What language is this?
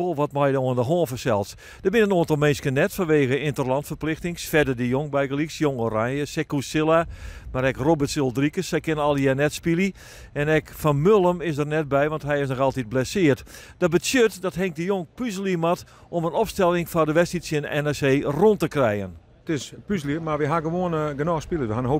Western Frisian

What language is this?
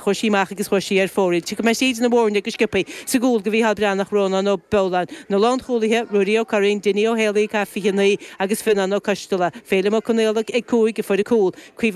Irish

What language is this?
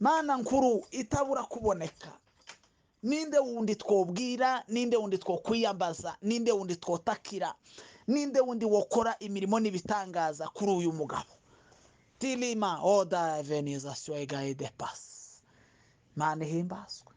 Kinyarwanda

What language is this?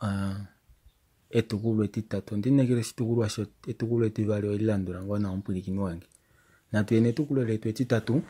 Kuanyama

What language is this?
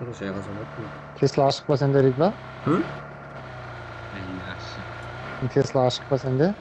Kara-Kalpak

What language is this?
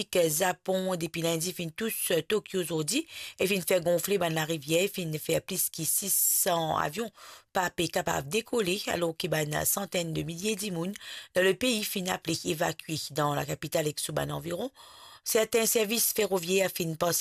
Morisyen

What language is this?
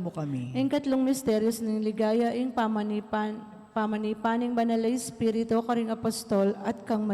Pampanga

